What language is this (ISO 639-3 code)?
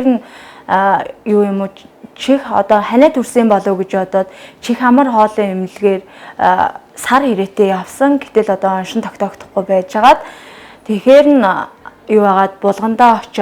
mon